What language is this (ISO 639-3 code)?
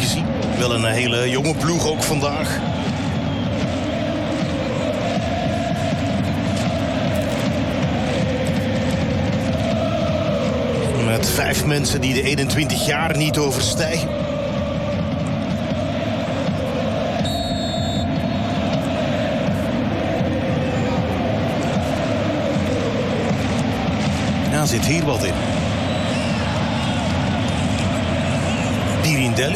nld